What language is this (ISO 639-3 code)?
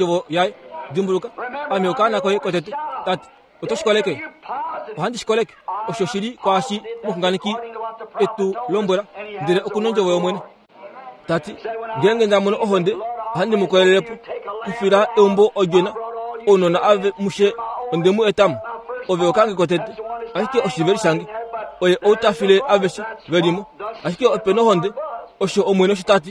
kua